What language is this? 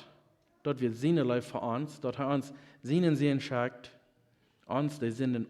Plautdietsch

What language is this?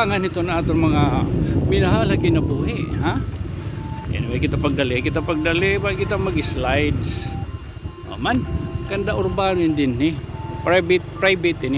Waray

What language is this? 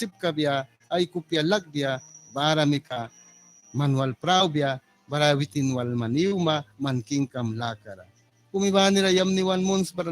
Mískito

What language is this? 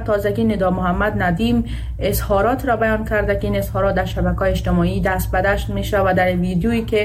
Persian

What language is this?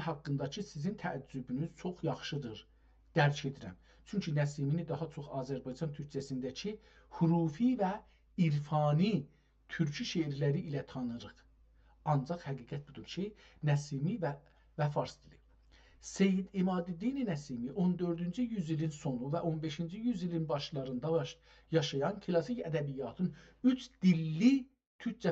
South Azerbaijani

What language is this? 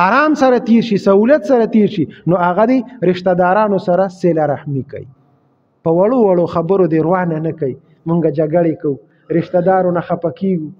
Pashto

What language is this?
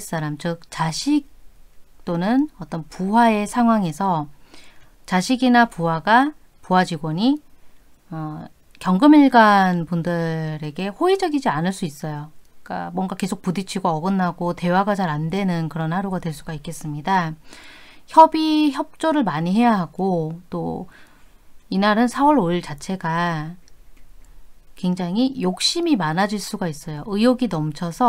Korean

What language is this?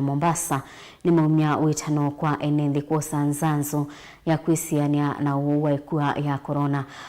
Kamba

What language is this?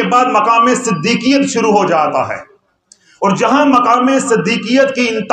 Urdu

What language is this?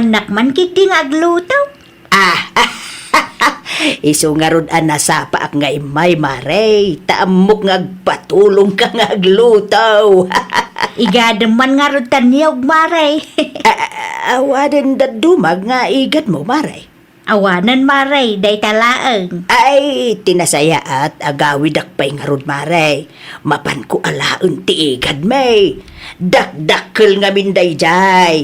Iloko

